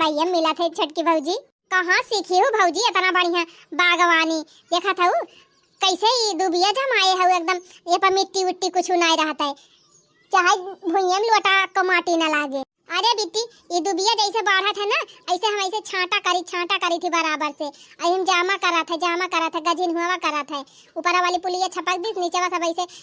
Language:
Awadhi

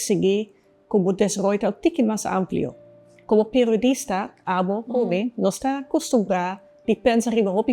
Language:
Papiamento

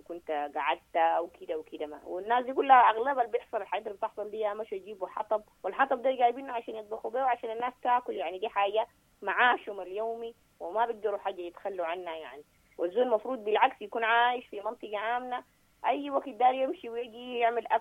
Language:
Sudanese Arabic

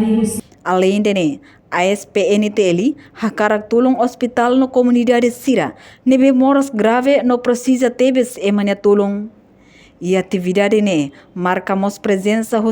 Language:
Tetum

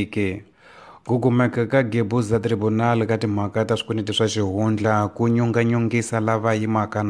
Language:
Tsonga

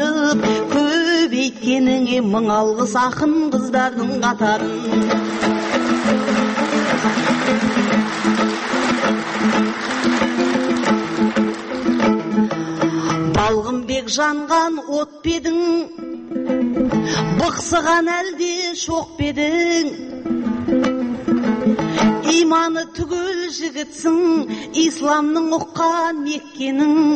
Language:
Kazakh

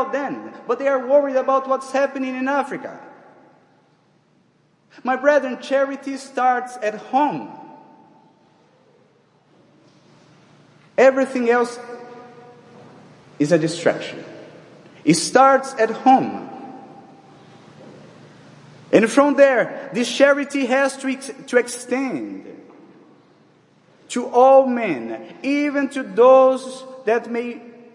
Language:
English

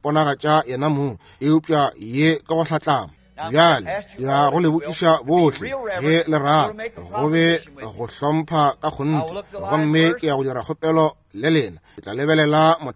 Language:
Northern Sotho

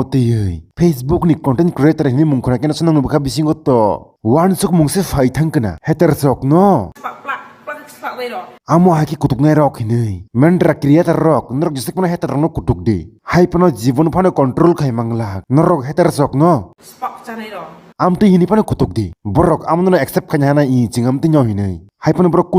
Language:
Kok Borok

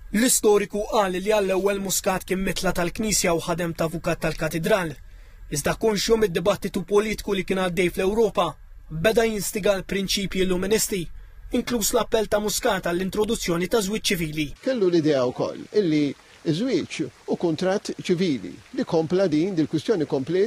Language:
Maltese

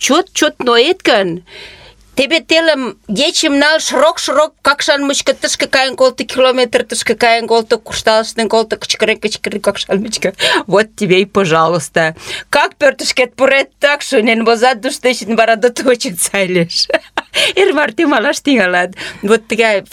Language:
Mari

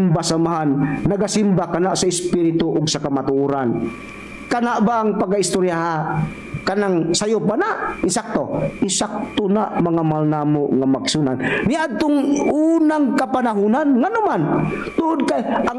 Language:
Cebuano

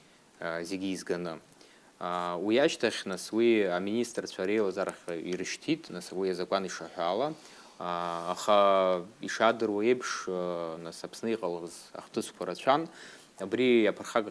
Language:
Abkhazian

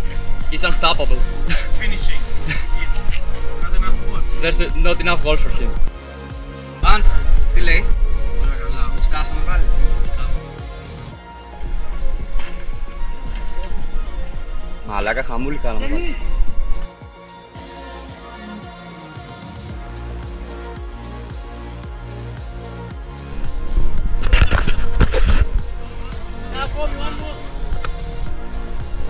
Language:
Greek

